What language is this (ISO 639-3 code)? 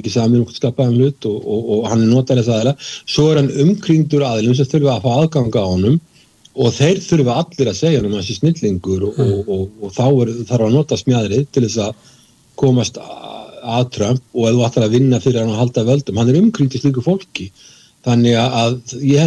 isl